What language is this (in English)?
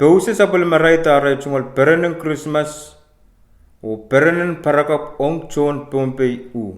Pohnpeian